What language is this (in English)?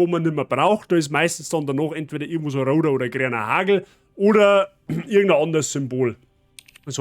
Bavarian